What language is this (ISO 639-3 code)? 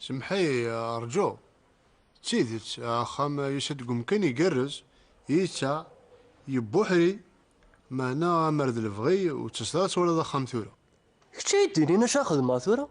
kab